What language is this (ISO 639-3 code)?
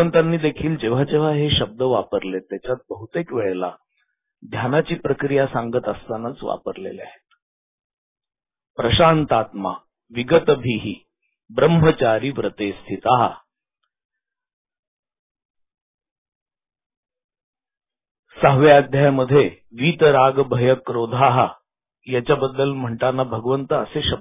mar